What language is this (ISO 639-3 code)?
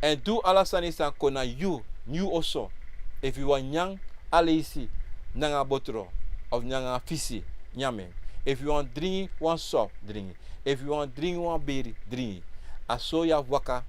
srn